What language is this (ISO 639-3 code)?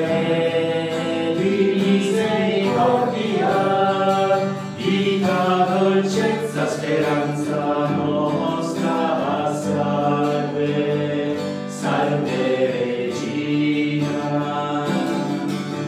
ita